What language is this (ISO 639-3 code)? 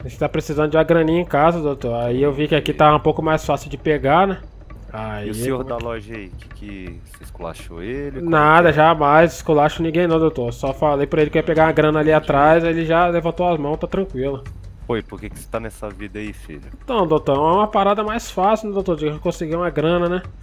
por